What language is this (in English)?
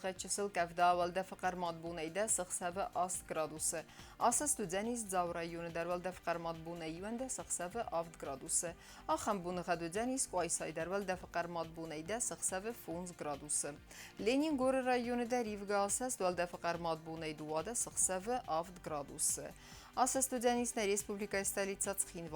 Ossetic